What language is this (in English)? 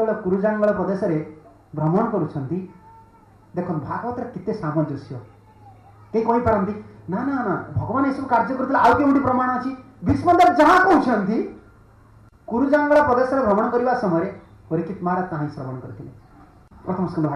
Odia